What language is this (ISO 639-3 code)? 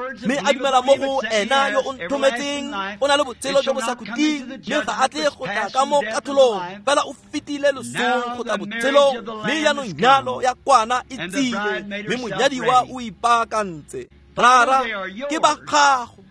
tsn